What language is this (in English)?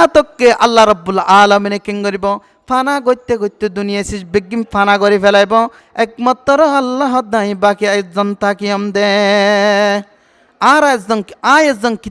Rohingya